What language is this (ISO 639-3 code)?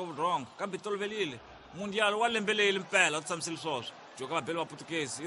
tso